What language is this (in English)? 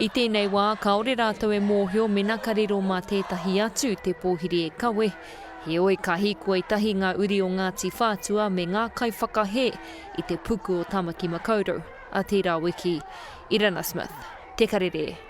Māori